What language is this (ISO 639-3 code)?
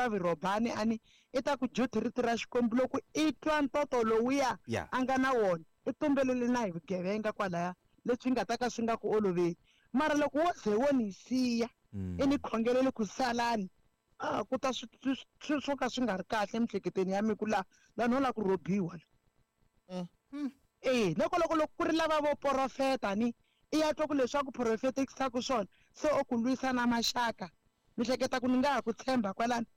tso